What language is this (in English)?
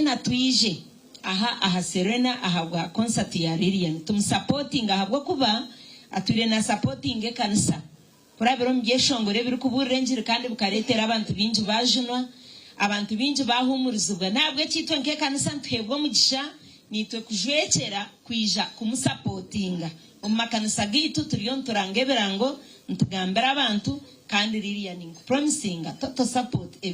Nyankole